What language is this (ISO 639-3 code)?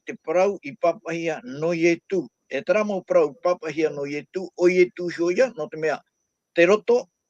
tah